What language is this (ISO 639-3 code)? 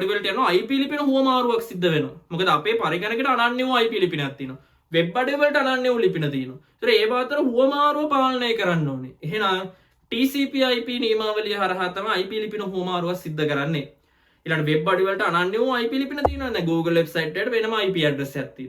sin